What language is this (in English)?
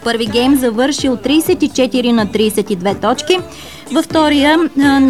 Bulgarian